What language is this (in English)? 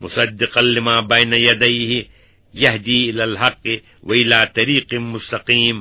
Kashmiri